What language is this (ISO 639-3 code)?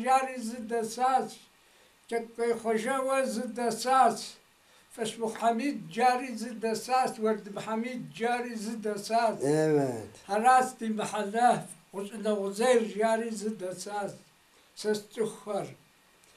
kbd